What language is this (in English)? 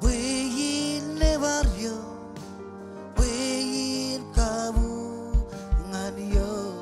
Marshallese